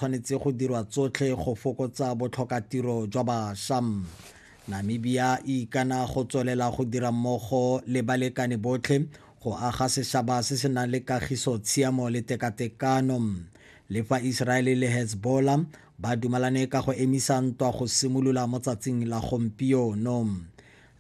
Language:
Tswana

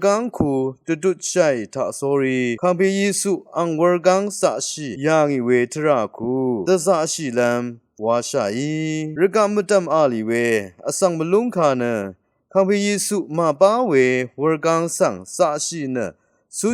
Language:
Rawang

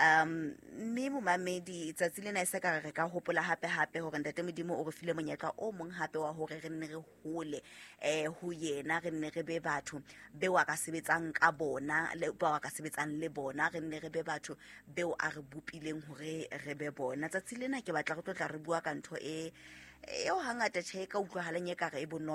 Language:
Southern Sotho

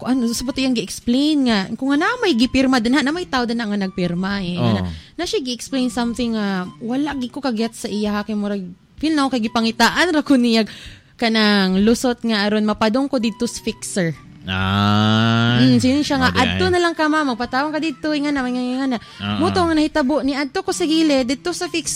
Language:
Cebuano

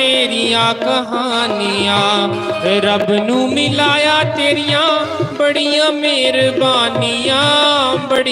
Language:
Dogri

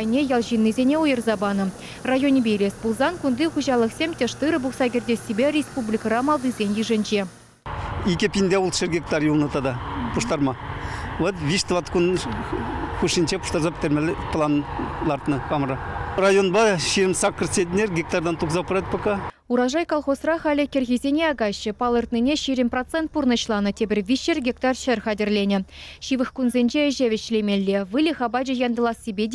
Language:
Chuvash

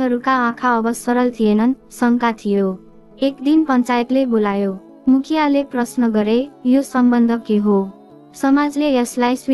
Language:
Nepali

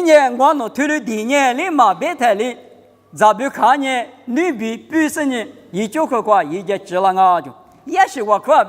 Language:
Lisu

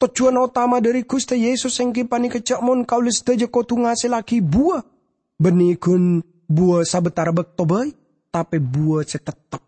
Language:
Madurese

